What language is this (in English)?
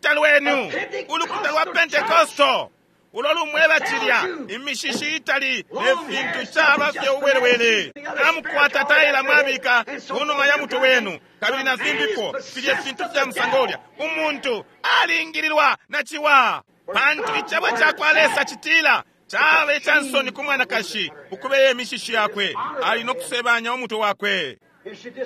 Bemba